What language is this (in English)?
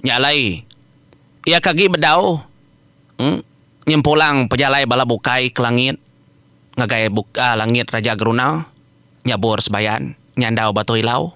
Iban